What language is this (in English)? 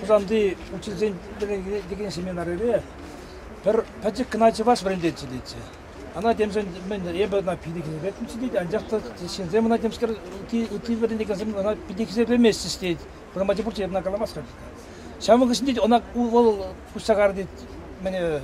Chuvash